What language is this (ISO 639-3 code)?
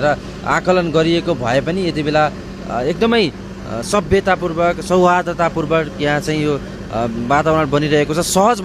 nep